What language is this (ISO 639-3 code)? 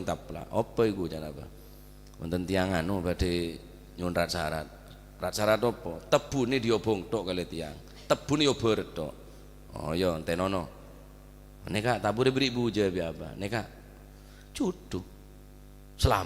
mad